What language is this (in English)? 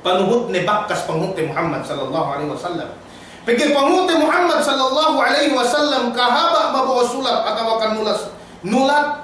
Yakan